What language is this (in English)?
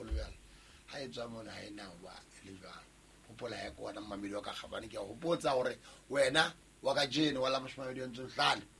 Southern Sotho